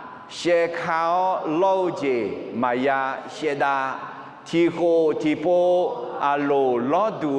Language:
Akha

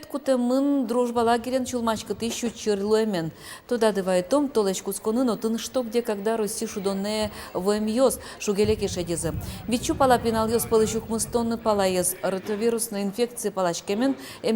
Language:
Udmurt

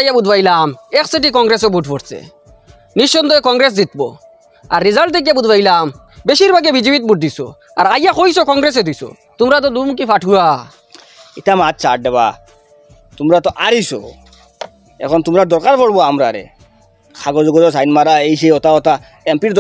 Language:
Sylheti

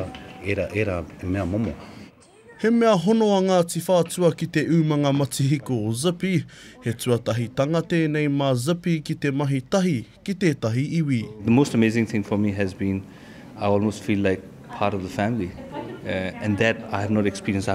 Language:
Māori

